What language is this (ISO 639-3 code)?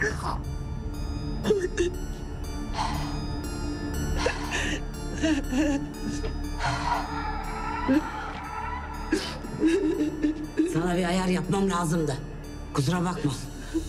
tur